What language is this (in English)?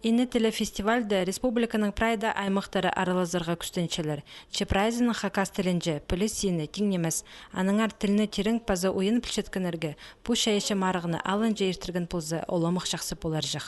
Khakas